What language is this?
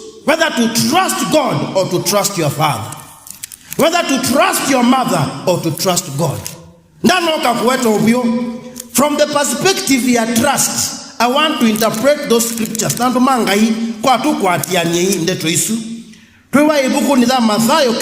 Kamba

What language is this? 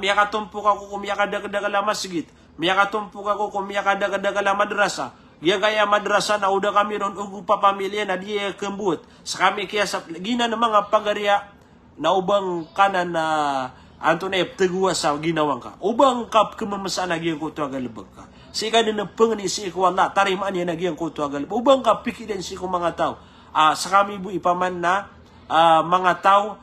Maranao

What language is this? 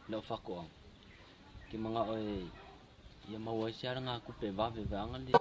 Samoan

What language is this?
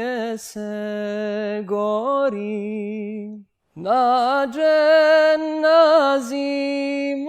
Bosnian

